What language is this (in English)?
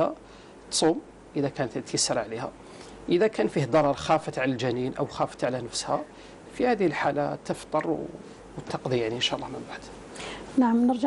Arabic